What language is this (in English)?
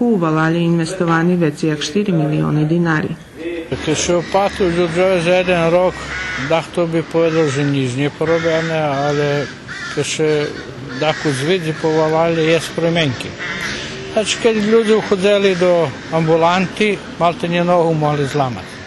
Rusyn